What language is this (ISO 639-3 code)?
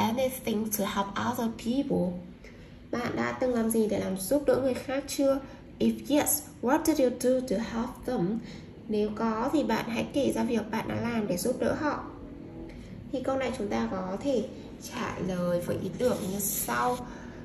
vie